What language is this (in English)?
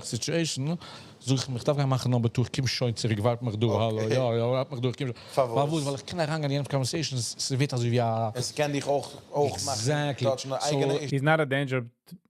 Yiddish